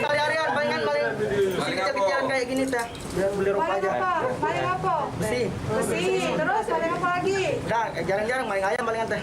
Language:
Musi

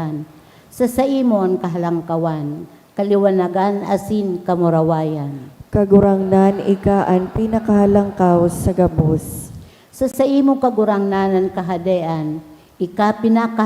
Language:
Bikol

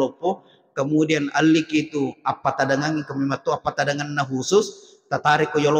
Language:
Buginese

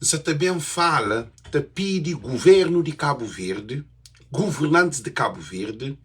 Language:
Kabuverdianu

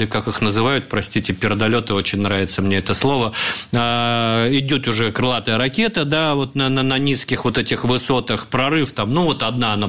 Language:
Russian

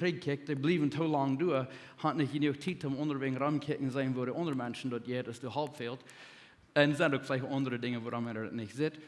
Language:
Plautdietsch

